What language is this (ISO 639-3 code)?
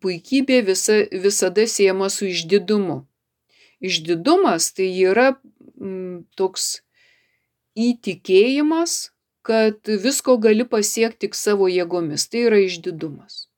lit